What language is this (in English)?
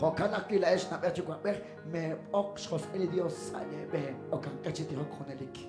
Kekchí